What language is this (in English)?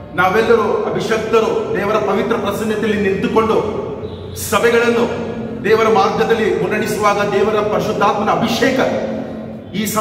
Kannada